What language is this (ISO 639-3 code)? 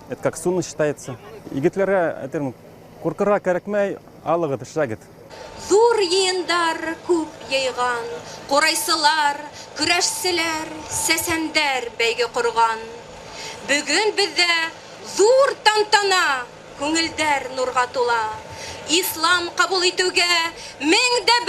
bak